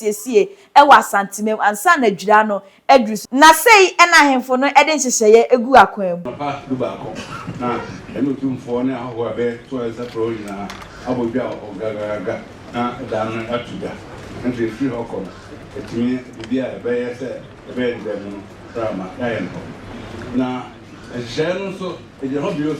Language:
Akan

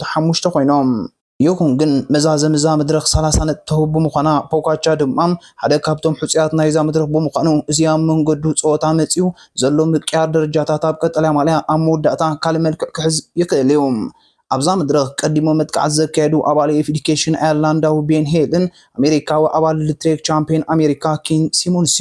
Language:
Tigrinya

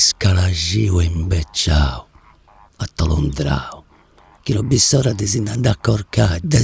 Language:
Sardinian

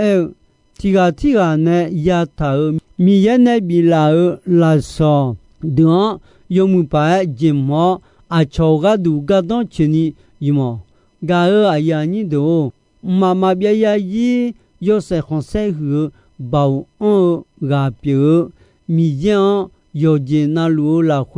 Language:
Akha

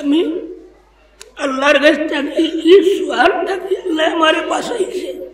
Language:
Sylheti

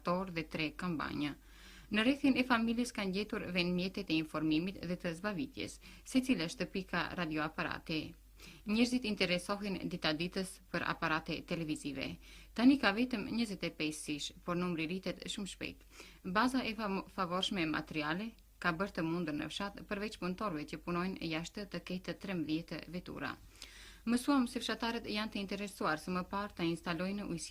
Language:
Albanian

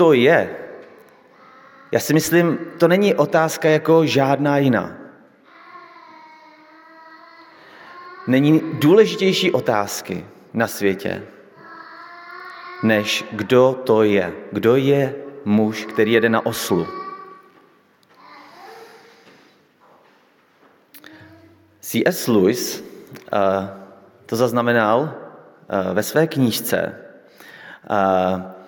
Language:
Czech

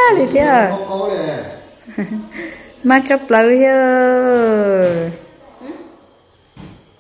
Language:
Vietnamese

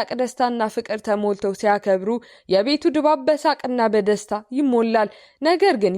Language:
Amharic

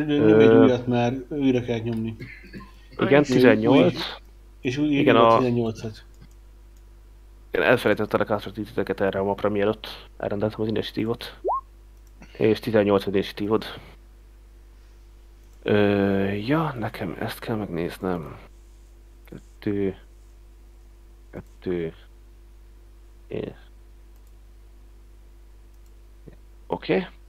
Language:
Hungarian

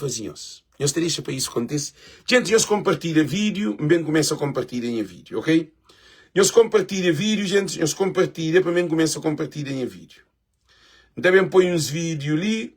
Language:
Kabuverdianu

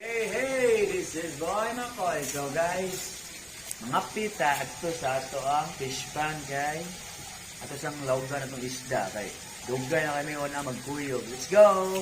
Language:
Cebuano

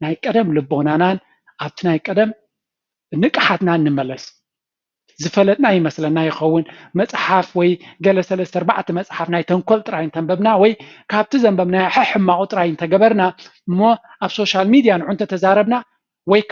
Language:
Tigrinya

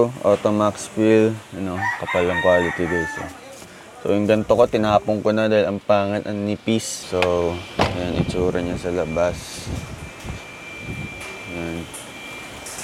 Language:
Filipino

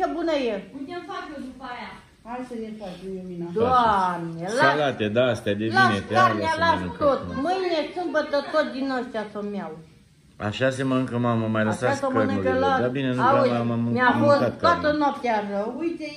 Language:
Romanian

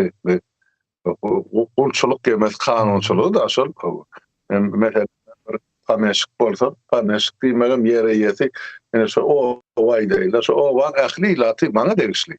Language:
Turkmen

